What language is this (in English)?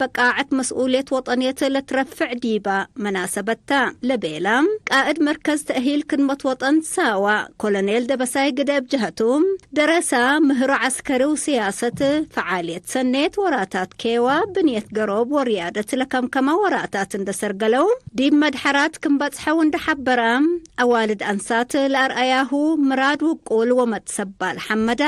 Tigre